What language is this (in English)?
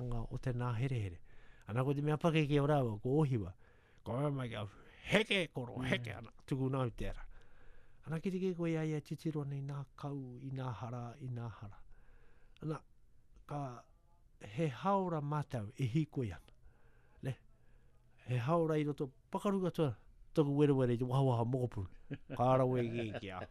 Latvian